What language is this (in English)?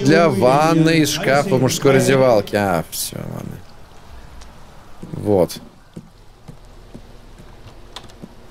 Russian